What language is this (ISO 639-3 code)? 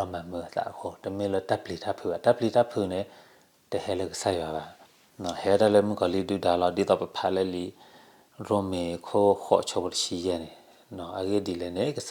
ksw